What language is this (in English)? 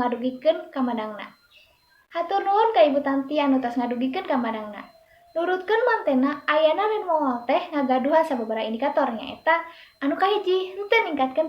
Sundanese